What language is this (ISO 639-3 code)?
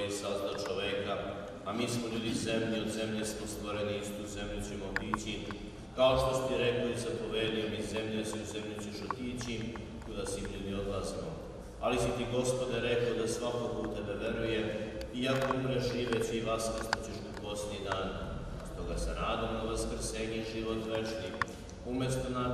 srp